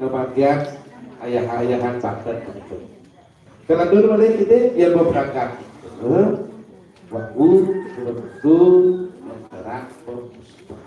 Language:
Balinese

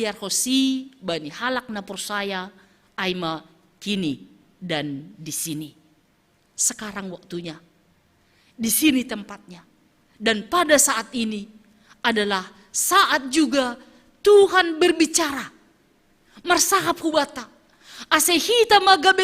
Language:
Batak Simalungun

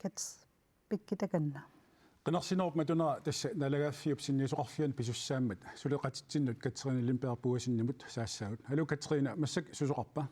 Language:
Kalaallisut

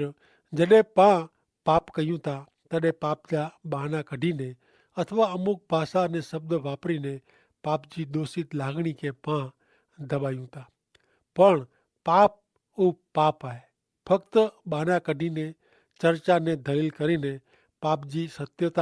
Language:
Kachhi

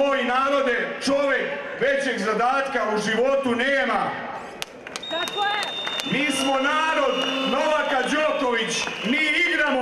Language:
Serbian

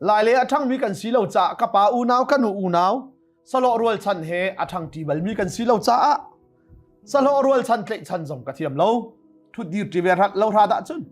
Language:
Hakha Chin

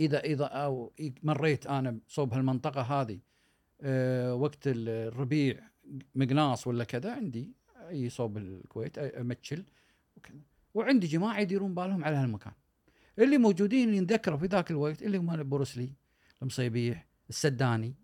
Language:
Gulf Arabic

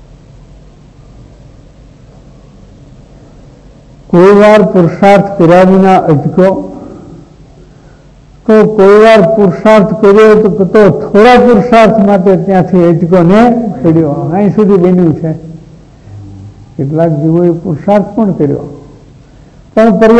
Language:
Gujarati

